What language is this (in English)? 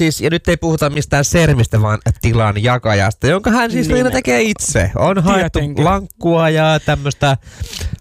Finnish